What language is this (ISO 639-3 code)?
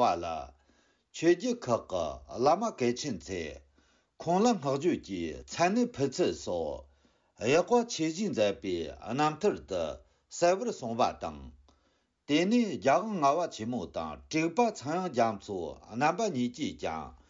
bod